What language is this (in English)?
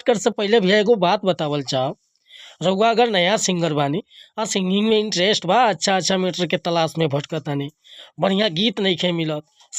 Bhojpuri